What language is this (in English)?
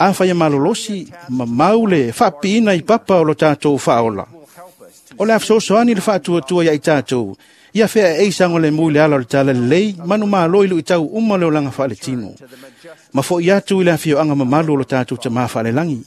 Samoan